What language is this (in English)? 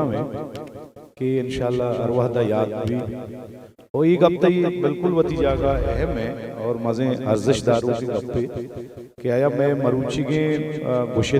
Eastern Balochi